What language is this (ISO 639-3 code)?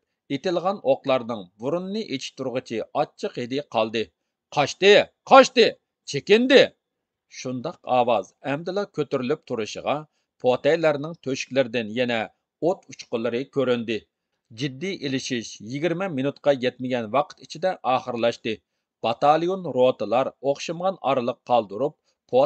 uig